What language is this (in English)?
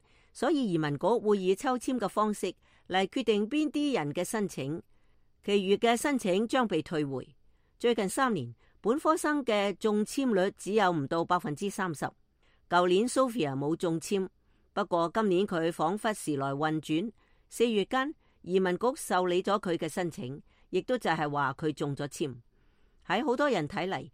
Cantonese